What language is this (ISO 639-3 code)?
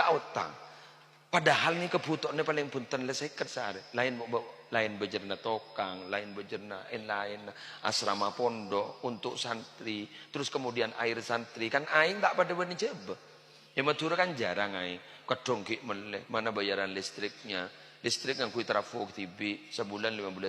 mad